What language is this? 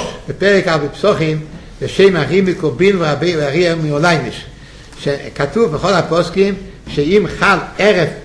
Hebrew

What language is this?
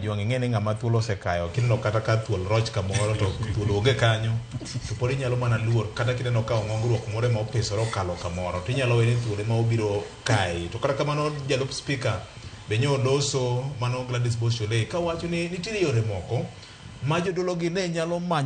Luo (Kenya and Tanzania)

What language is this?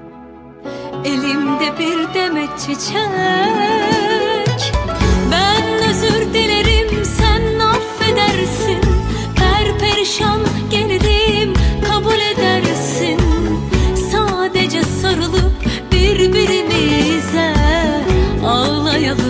Turkish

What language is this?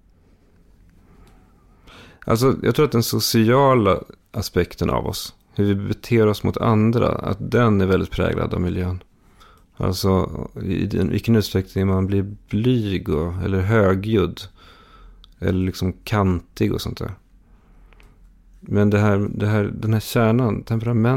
Swedish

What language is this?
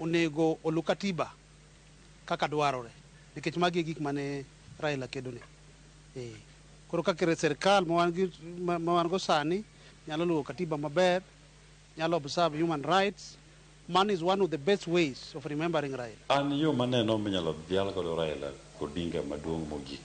Luo (Kenya and Tanzania)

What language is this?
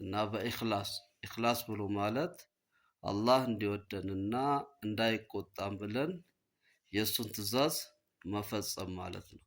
Amharic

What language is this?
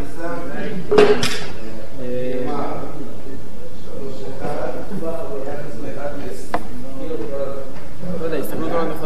Hebrew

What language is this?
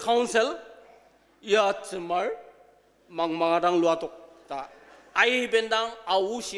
Ao Naga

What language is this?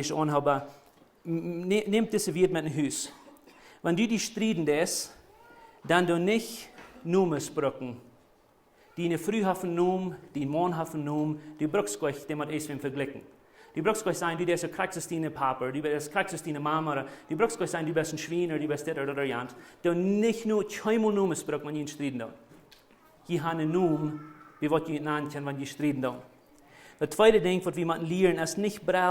Plautdietsch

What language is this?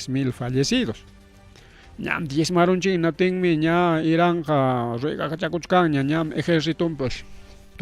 Ayacucho Quechua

